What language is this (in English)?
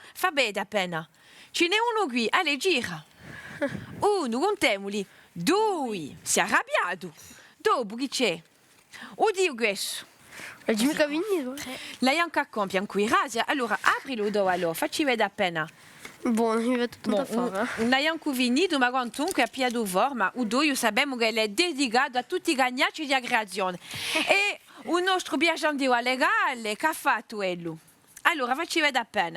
Corsican